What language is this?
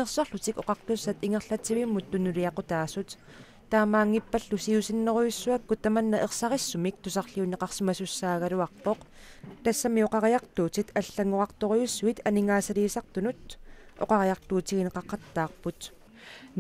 Kalaallisut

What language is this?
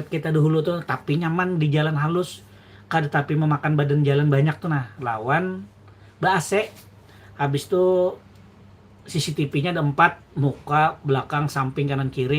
Banjar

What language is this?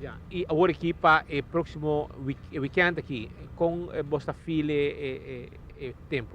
Papiamento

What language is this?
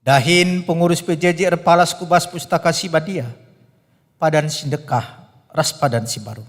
Batak Karo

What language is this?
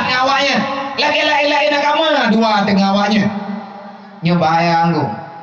Achinese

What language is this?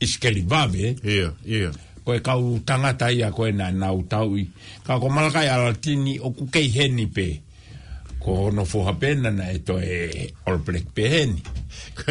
Tongan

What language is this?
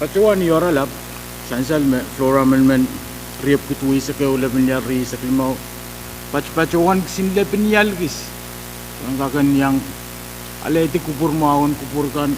Pohnpeian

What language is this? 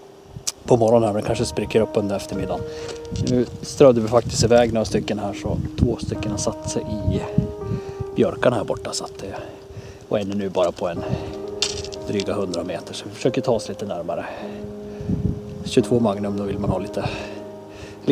Swedish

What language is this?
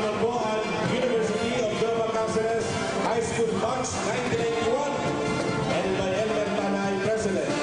Bikol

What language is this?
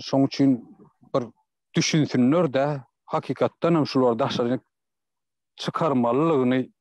Turkmen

